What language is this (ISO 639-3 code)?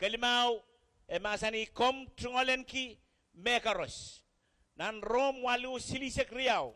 pon